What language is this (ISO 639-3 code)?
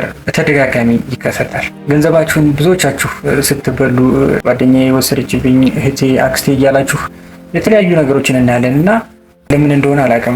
amh